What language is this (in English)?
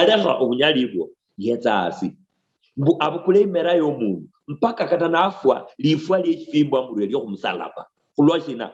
Luyia